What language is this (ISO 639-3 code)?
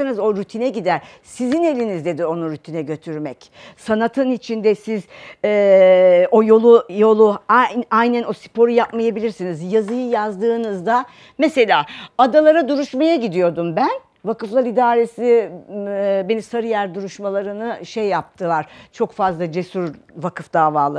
tur